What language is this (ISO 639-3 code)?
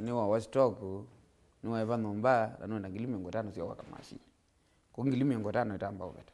kam